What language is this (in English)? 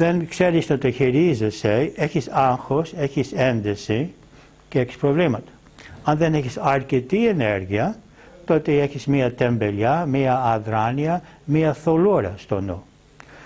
Greek